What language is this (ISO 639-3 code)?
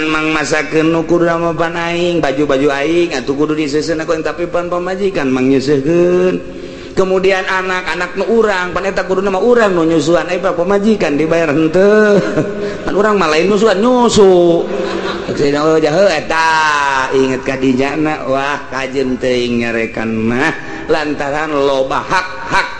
sun